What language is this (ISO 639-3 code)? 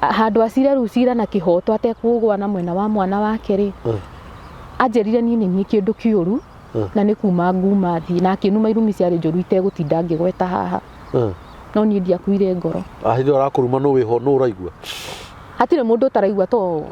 kik